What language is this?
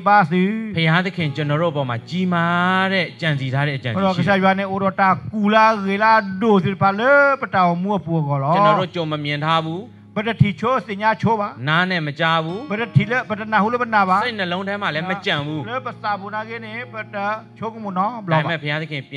Burmese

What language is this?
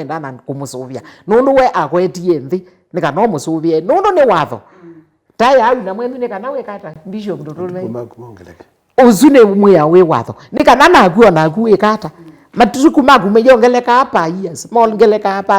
Kamba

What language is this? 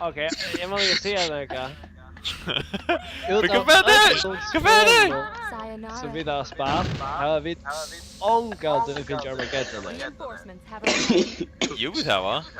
Faroese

